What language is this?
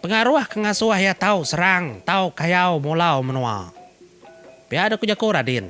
Iban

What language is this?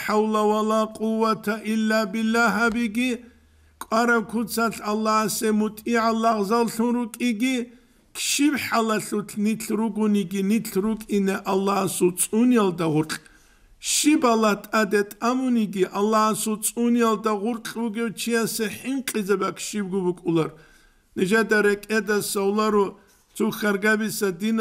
Avaric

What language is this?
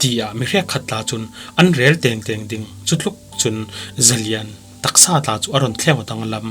Falam Chin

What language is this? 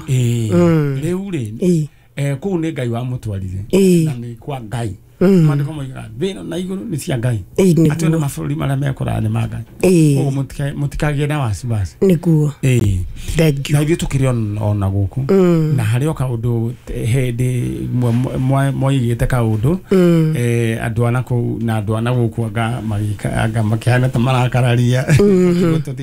Kikuyu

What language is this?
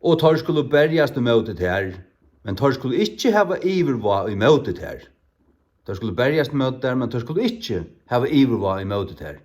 Faroese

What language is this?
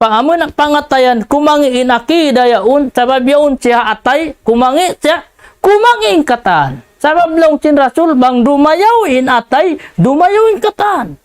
Tausug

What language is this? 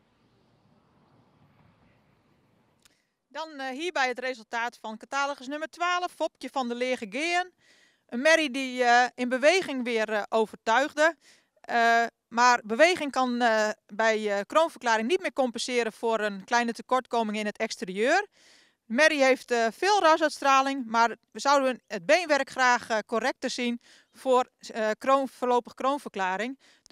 Dutch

